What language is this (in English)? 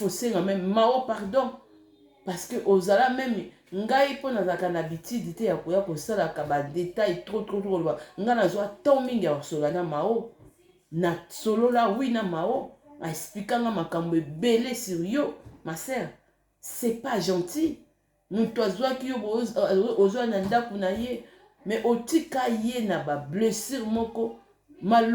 Lingala